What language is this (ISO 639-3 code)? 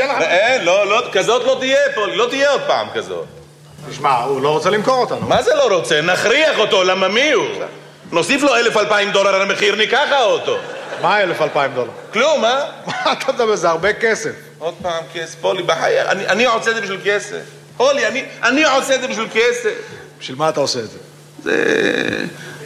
heb